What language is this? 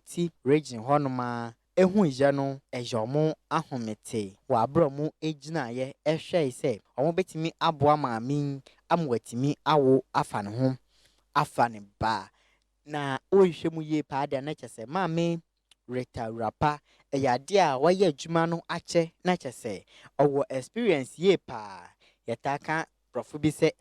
Akan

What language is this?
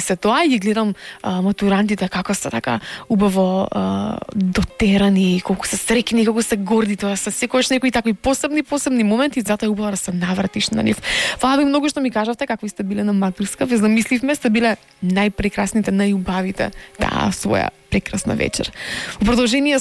Macedonian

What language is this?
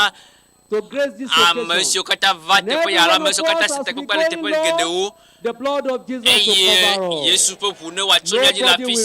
Ewe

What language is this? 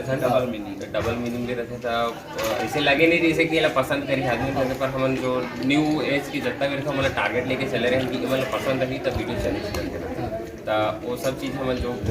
Chhattisgarhi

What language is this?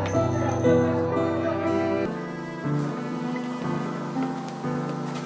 Hakka Chinese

